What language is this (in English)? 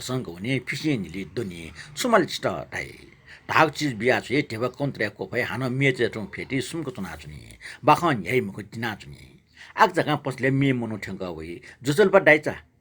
Newari